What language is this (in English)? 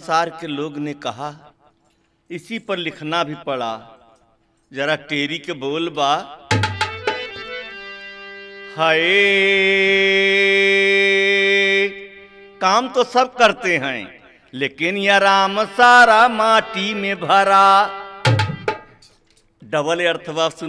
Bhojpuri